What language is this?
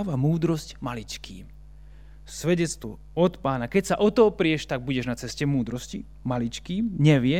Slovak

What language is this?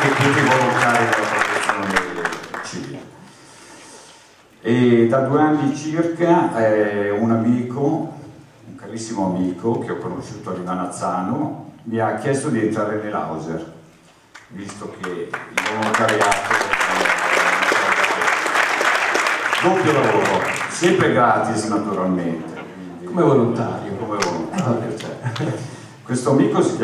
Italian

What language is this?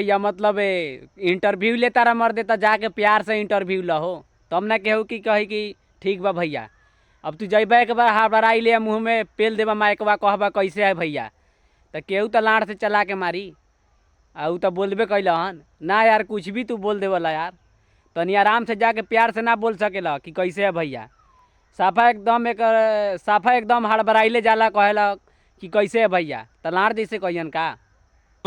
Bhojpuri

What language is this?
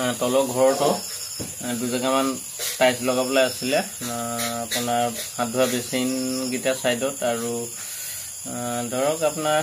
Assamese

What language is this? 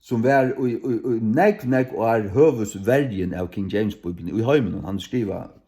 Faroese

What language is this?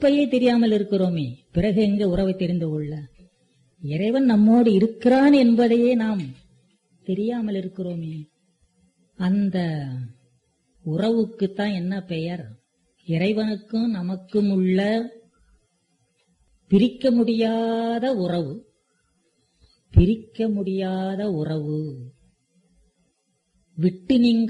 Tamil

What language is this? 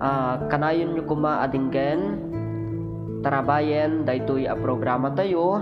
Iloko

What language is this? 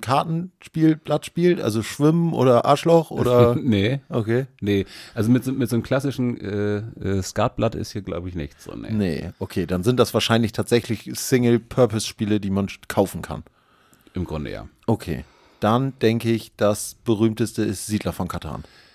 German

